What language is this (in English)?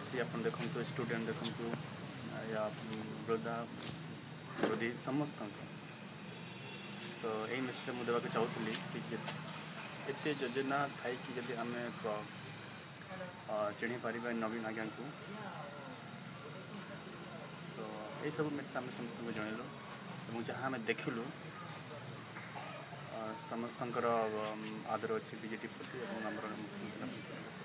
Odia